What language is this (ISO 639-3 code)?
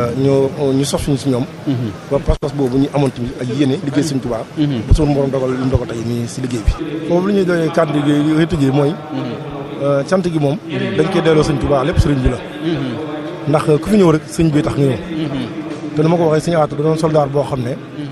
wol